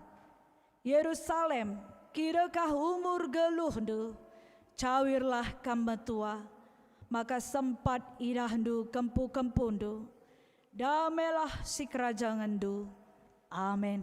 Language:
Batak Karo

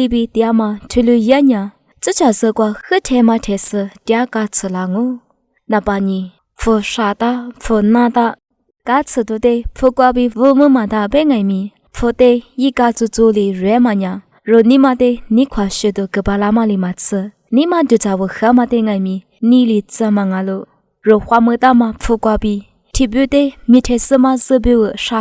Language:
Lisu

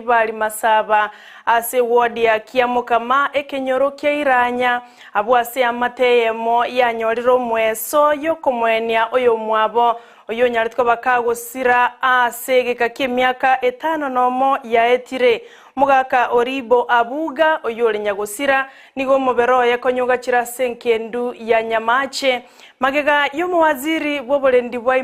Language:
Gusii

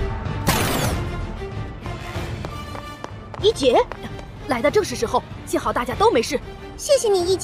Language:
Chinese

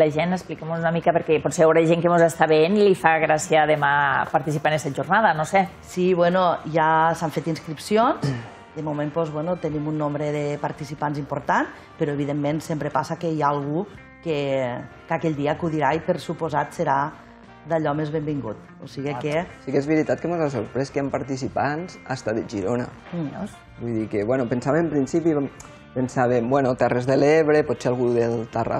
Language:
Catalan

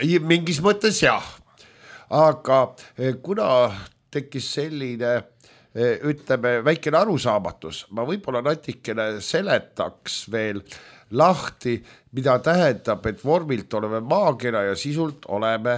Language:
Estonian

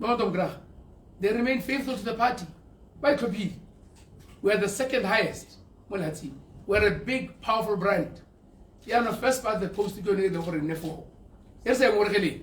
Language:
Tswana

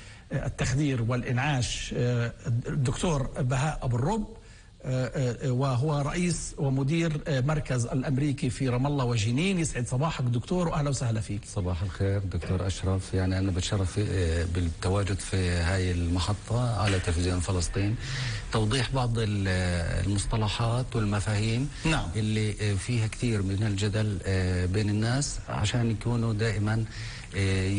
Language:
North Levantine Arabic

